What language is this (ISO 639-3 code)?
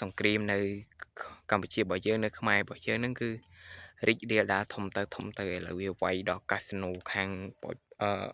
khm